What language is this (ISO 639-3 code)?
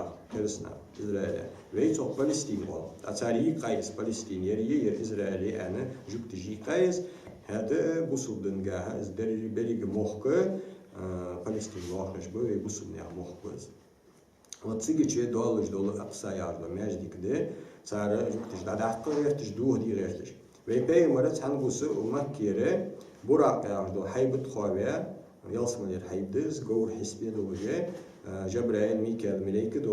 inh